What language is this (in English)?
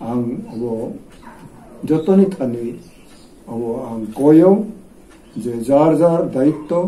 Kok Borok